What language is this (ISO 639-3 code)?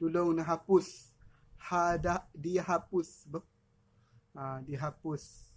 ace